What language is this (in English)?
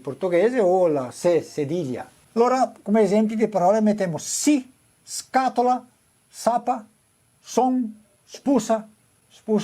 Venetian